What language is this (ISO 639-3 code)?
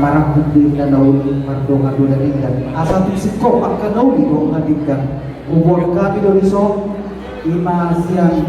bbc